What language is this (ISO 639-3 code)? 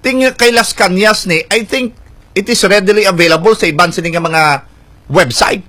hil